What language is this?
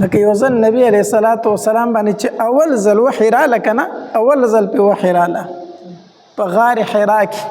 Pashto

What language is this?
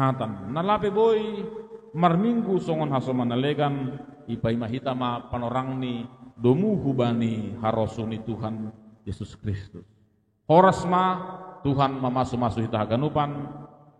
Batak Simalungun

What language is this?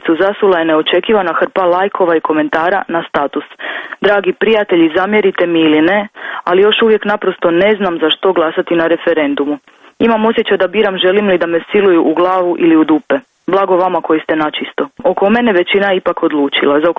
Croatian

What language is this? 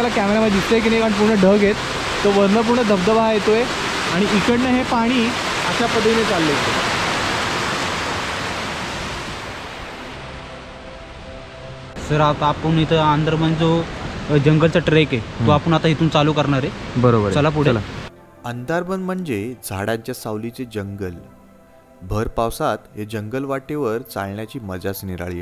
Marathi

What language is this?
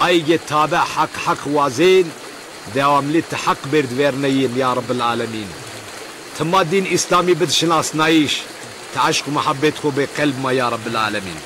Zaza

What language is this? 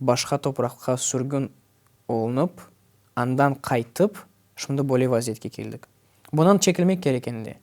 Crimean Tatar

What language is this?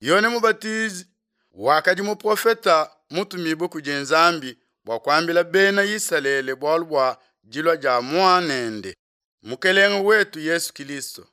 Luba-Lulua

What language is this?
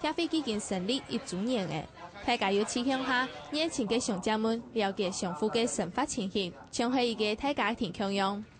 Hakka Chinese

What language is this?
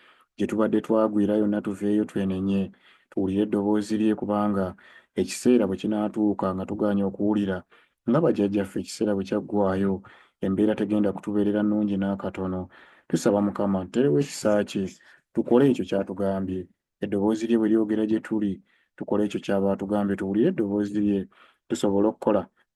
Ganda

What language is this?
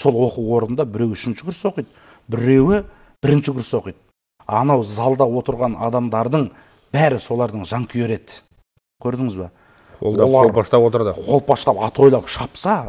Kazakh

